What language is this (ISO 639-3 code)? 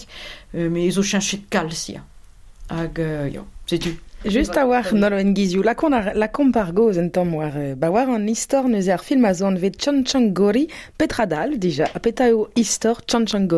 bre